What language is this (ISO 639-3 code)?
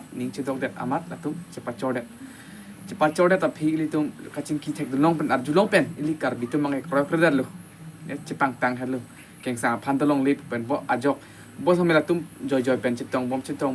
mjw